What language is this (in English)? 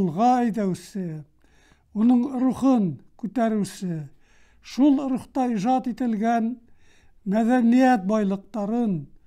Bashkir